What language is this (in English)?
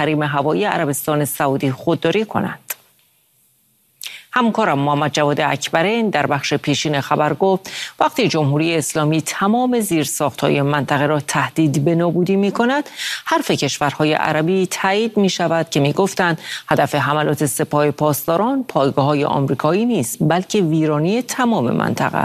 Persian